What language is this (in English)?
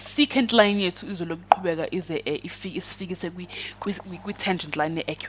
Zulu